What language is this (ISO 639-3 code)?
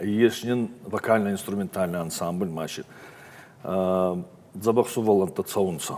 oss